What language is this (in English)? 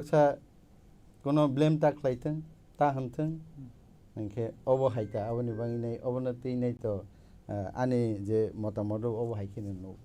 Kok Borok